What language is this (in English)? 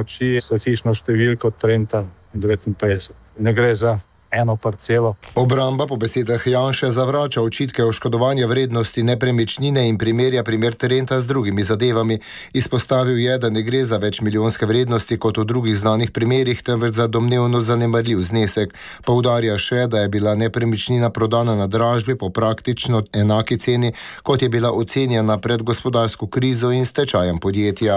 Slovenian